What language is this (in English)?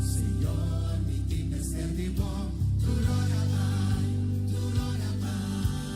Papiamento